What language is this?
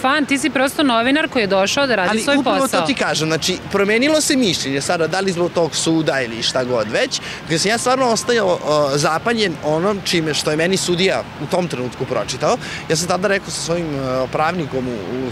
Serbian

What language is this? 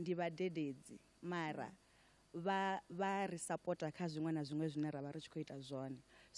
Venda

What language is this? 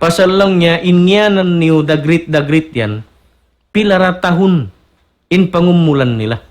Tausug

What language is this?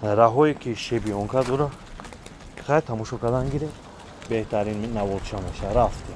Tajik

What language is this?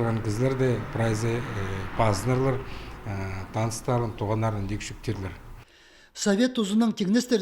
Khakas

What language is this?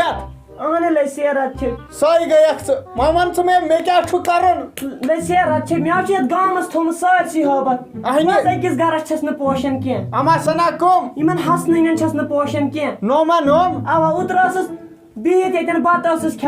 Kashmiri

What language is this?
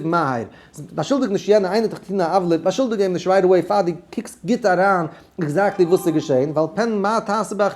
Yiddish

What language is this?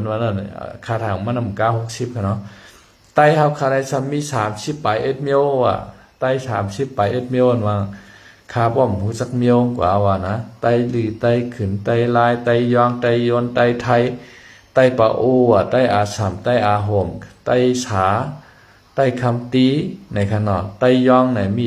Shan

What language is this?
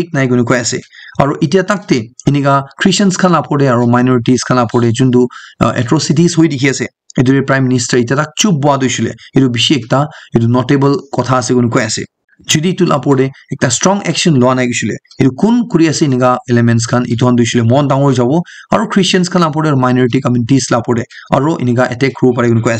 Naga Pidgin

